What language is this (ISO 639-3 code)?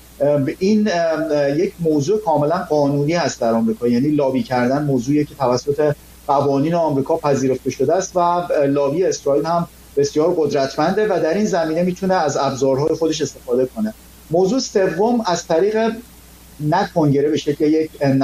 fas